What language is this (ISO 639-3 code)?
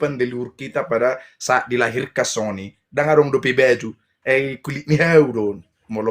bbc